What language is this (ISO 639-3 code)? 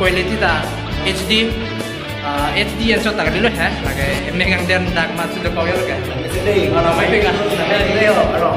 mjw